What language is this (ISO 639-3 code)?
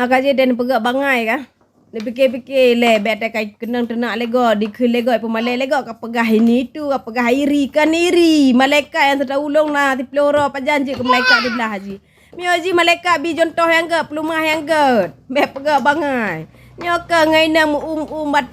ace